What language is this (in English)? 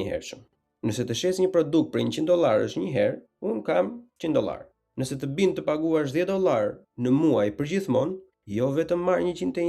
Albanian